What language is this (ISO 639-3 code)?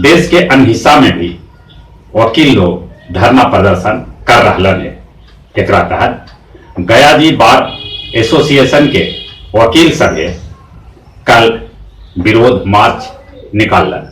mag